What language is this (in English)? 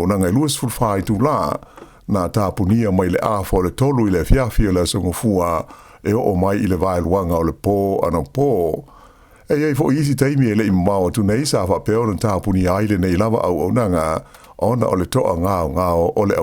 Samoan